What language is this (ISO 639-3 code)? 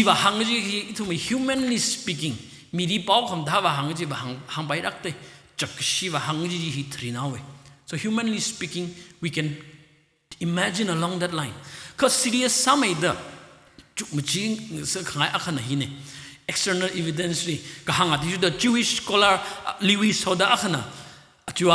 nmf